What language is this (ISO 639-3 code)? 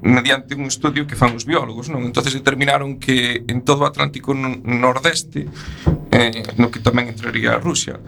glg